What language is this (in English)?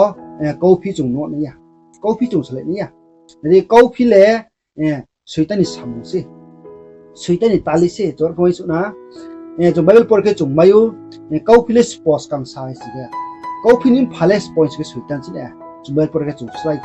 Riang (India)